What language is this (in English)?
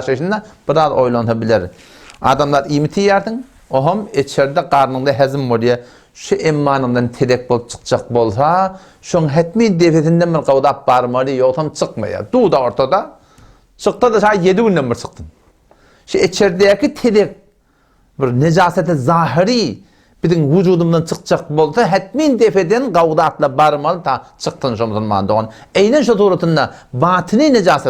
Turkmen